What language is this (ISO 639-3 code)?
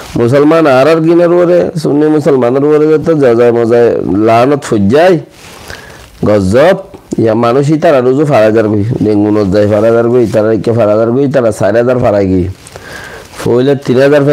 rhg